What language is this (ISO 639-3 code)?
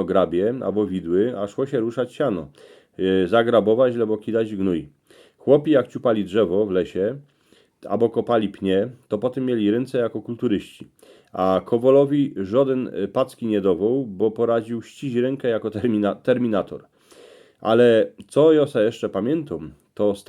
szl